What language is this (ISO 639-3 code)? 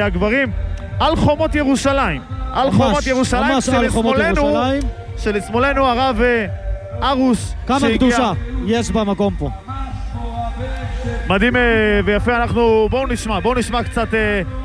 heb